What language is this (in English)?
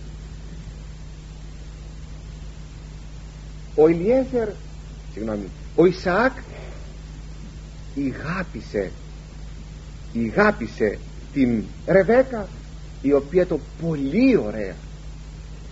Greek